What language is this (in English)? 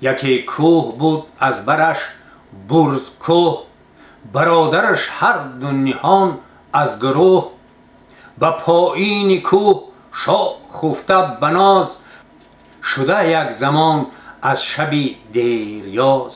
Tajik